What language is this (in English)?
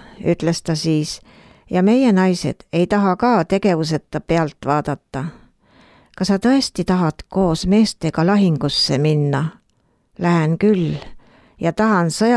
Estonian